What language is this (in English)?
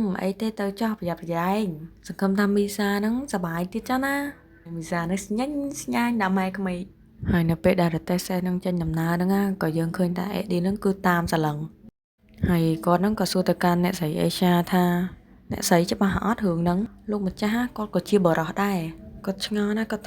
Khmer